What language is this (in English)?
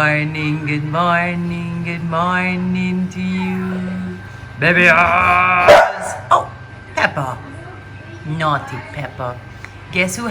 Jamaican Creole English